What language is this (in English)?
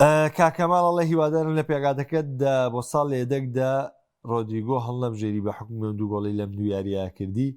Central Kurdish